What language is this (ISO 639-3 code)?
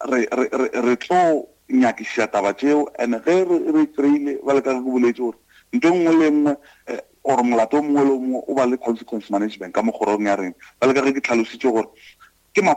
nso